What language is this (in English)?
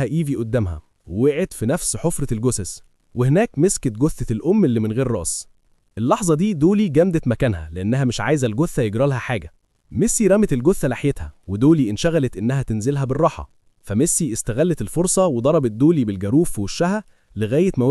Egyptian Arabic